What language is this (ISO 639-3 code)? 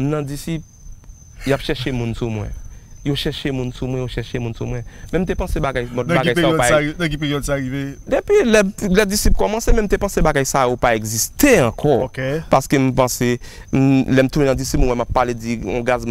hat